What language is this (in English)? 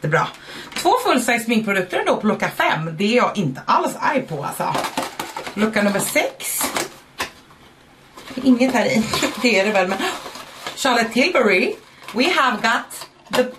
Swedish